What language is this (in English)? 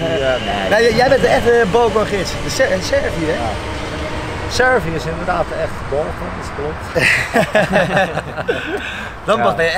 Dutch